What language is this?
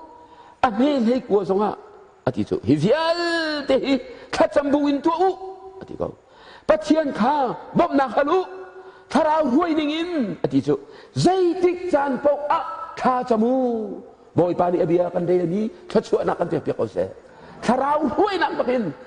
Hakha Chin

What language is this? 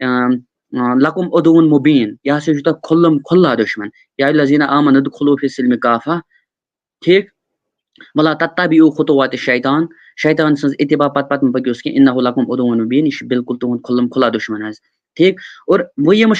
Kashmiri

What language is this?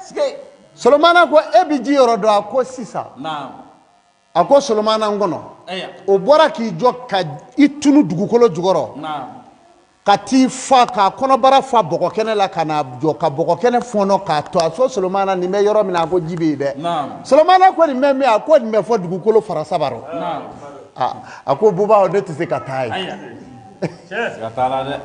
Bambara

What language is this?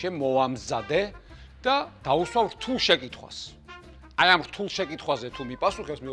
Georgian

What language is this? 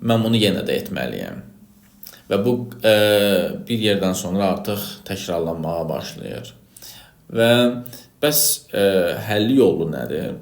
Azerbaijani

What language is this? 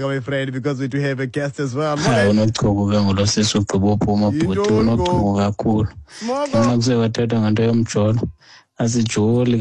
Xhosa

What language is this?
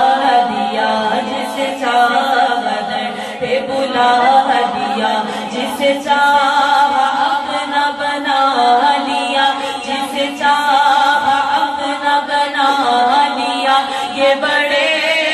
Urdu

